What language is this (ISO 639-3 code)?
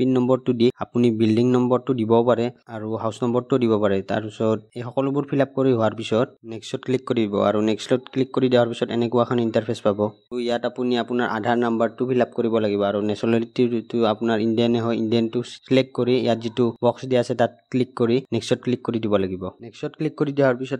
asm